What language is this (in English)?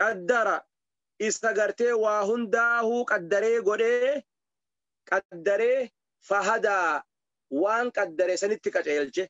Oromo